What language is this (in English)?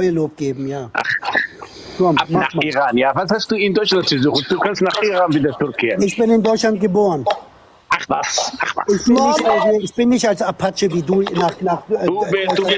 German